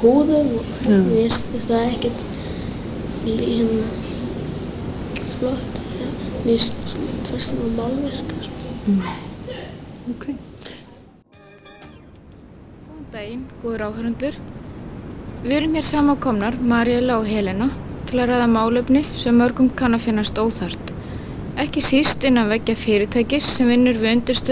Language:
Icelandic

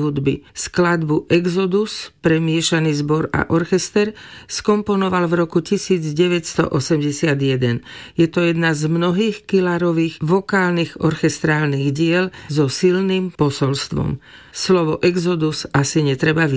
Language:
Slovak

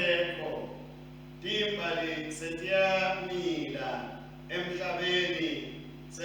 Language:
Swati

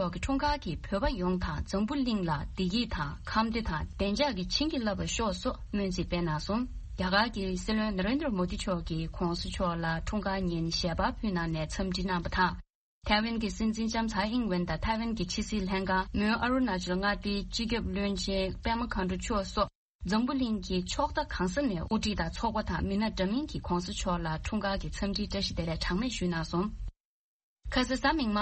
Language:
Tibetan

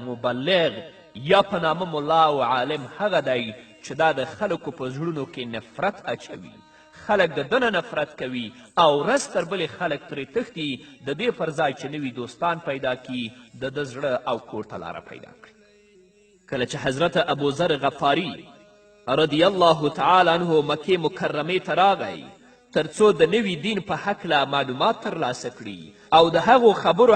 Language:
Pashto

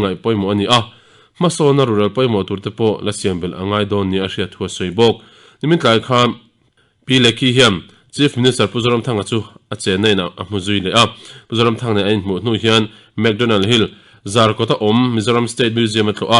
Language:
Mizo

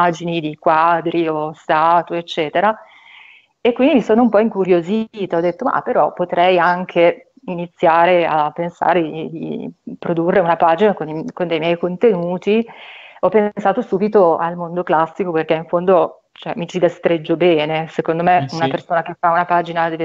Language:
Italian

